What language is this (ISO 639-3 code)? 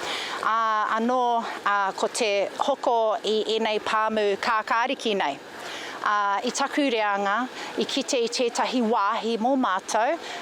mri